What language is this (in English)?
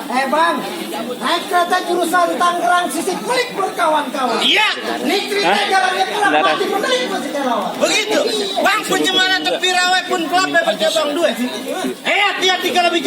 Betawi